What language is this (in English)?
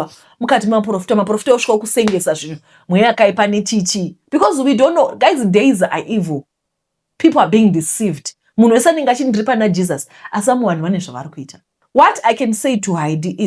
Shona